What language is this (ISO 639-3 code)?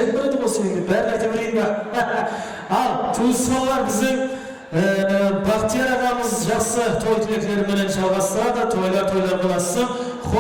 kaa